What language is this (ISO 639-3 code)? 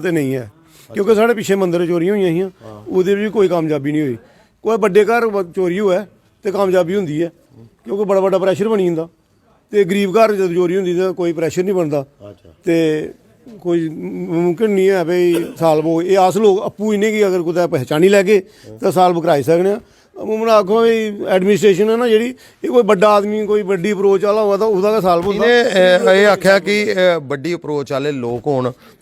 doi